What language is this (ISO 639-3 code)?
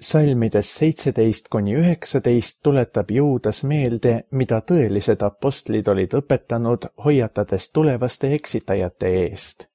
est